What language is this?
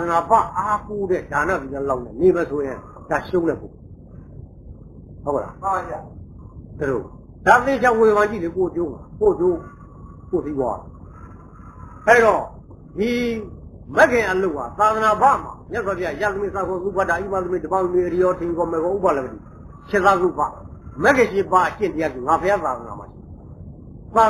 Burmese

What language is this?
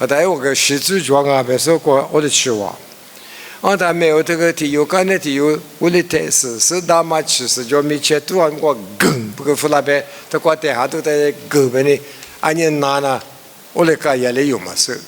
Lisu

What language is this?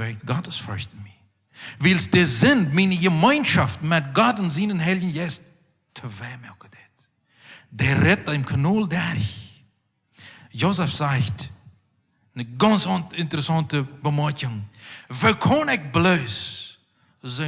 Plautdietsch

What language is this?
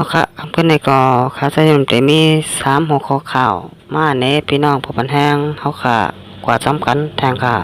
Shan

